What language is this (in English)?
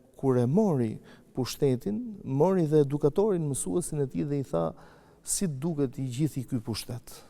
Albanian